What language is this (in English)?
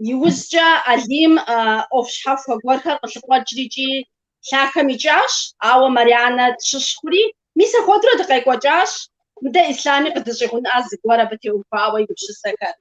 Kabardian